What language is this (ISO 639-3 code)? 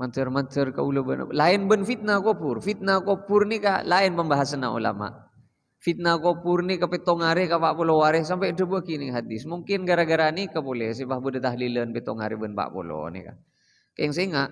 mad